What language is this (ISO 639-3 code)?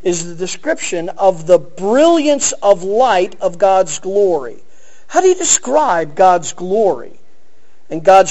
eng